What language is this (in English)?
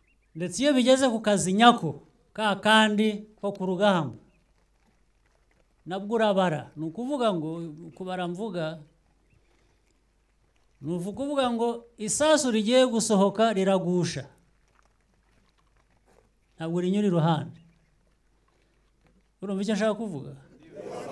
Kinyarwanda